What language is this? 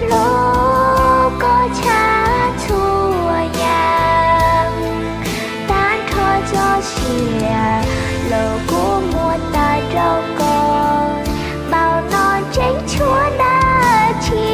Hmong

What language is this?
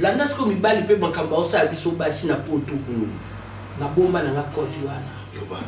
Lingala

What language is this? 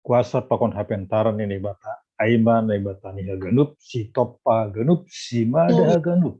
Batak Simalungun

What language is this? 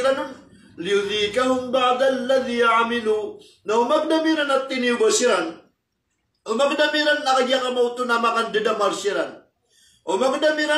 Maranao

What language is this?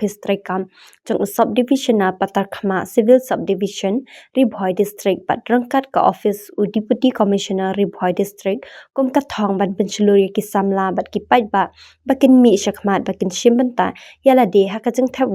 Khasi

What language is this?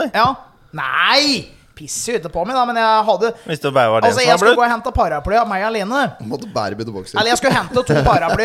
Norwegian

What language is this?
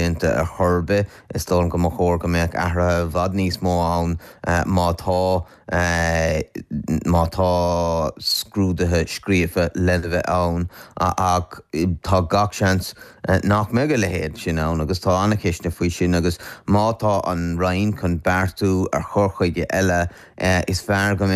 Irish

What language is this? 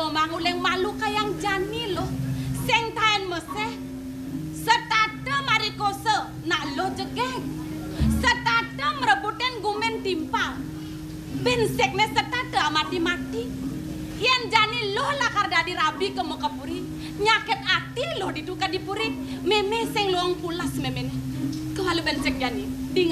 Balinese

